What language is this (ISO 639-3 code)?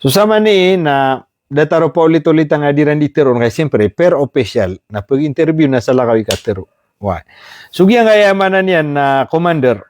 mrw